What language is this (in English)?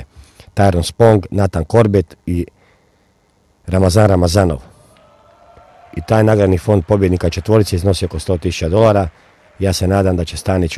Croatian